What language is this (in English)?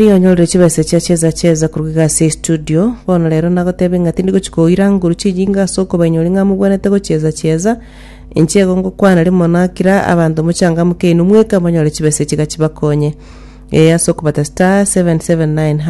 Gusii